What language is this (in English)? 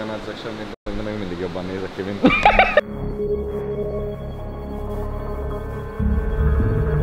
Hungarian